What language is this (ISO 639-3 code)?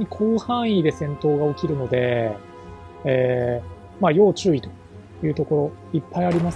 jpn